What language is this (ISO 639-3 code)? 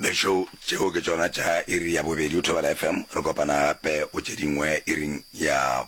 nso